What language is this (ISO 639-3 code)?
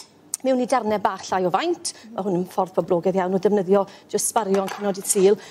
cym